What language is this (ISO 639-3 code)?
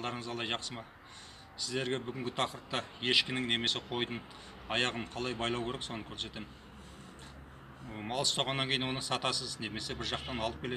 kaz